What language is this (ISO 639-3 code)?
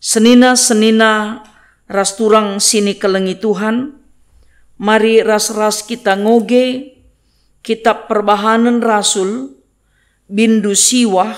btx